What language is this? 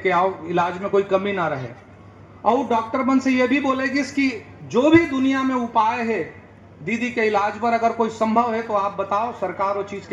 Chhattisgarhi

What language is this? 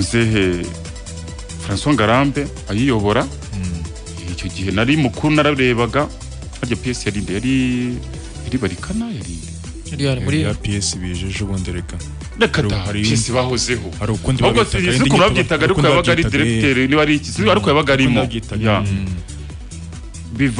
Kinyarwanda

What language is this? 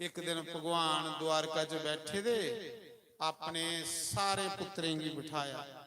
Dogri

